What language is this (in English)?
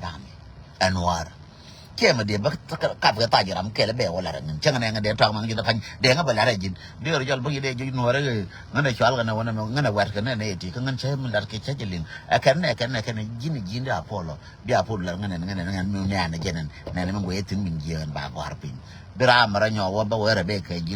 Nuer